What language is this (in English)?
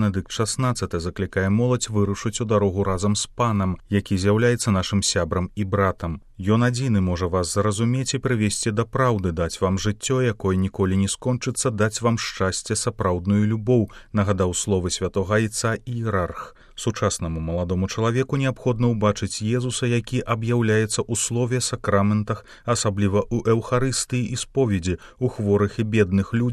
Belarusian